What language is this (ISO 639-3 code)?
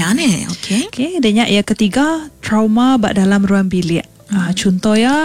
iba